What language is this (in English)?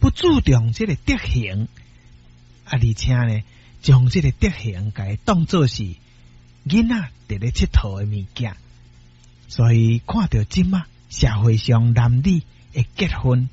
Min Nan Chinese